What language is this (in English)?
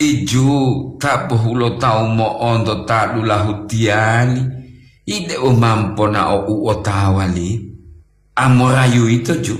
Gorontalo